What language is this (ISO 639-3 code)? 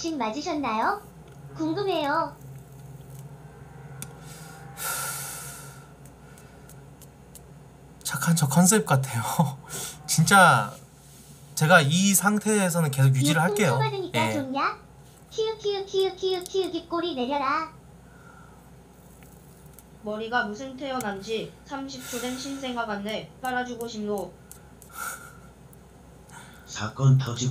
kor